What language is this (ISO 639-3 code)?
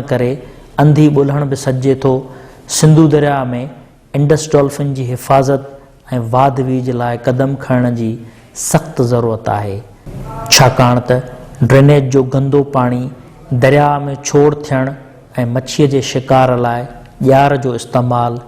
snd